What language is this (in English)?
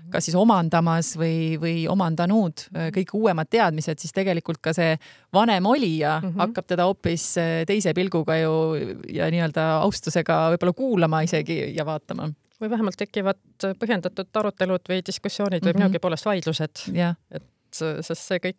Estonian